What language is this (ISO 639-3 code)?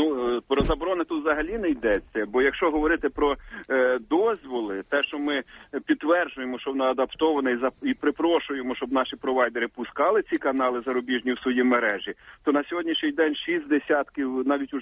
ukr